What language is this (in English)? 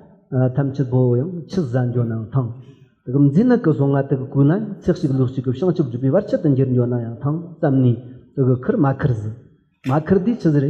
Tibetan